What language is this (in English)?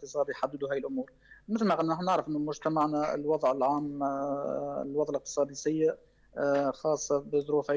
North Levantine Arabic